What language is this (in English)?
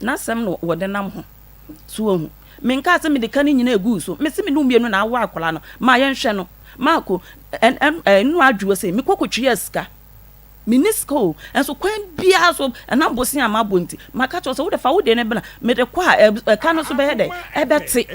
Akan